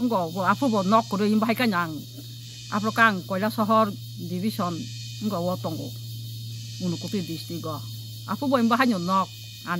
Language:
Kok Borok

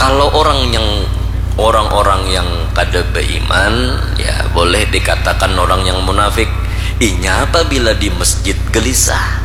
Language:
Banjar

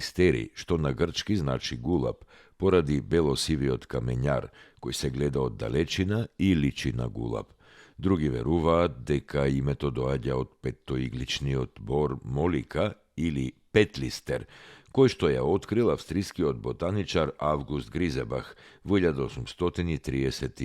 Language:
Macedonian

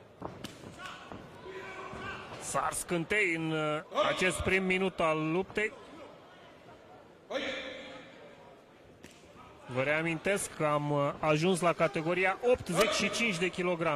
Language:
Romanian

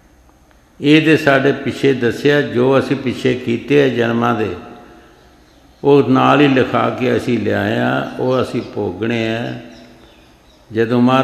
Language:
Punjabi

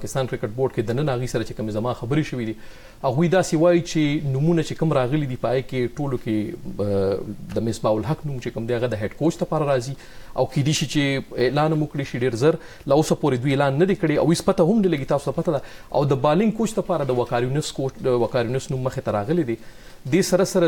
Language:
Pashto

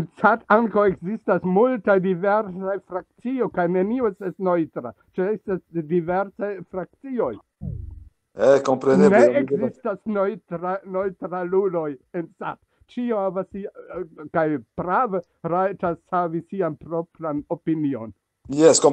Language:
Esperanto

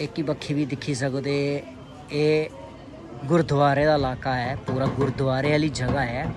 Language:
Dogri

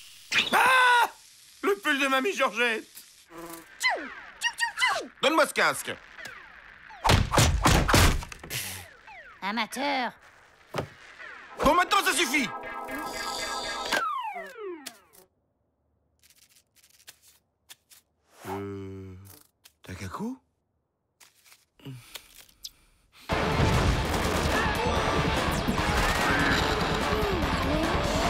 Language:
French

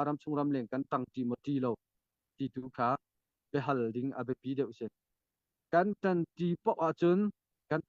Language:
Hakha Chin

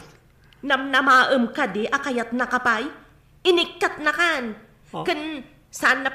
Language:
Iloko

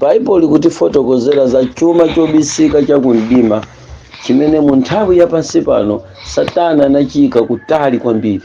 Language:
Nyanja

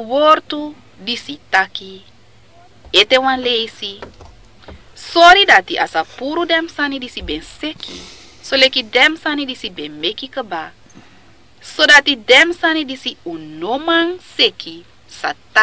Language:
Sranan Tongo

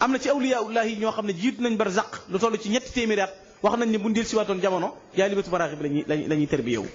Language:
Wolof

